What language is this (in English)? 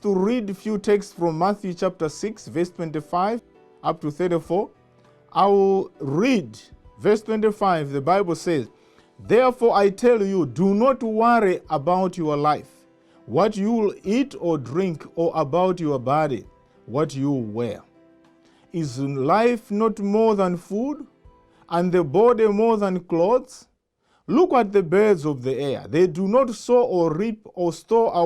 English